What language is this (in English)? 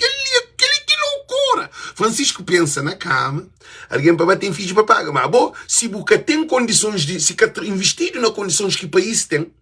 Kabuverdianu